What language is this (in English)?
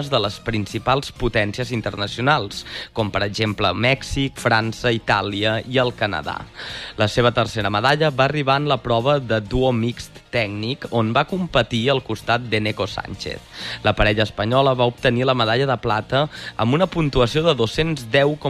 Catalan